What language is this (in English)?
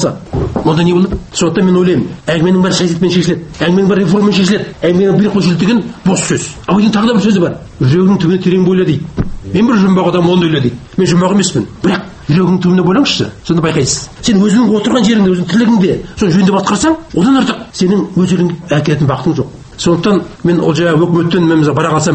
Kazakh